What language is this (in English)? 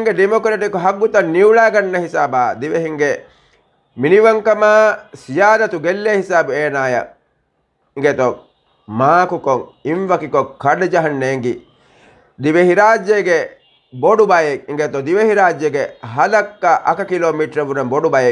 Divehi